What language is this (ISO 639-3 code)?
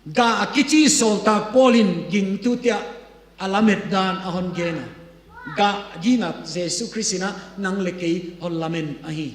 ctd